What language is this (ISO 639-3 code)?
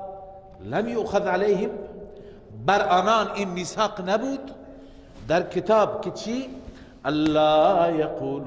fas